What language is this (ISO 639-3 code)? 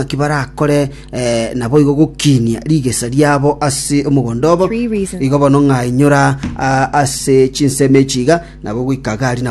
guz